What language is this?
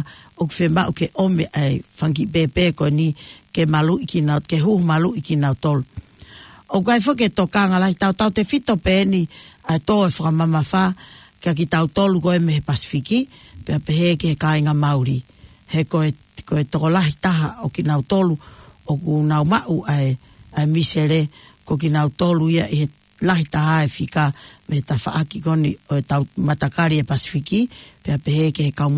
Tongan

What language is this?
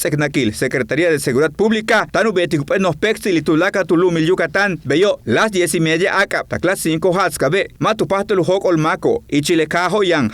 Yucateco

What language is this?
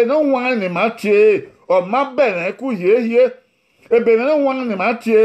Bini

